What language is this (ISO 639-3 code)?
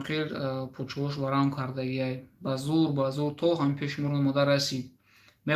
tgk